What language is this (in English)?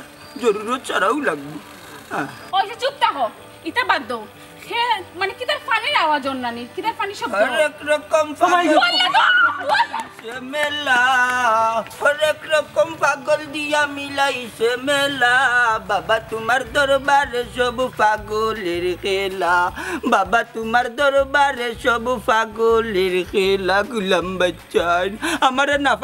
Sylheti